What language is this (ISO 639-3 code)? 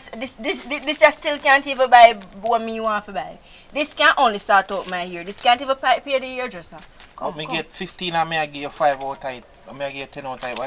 jam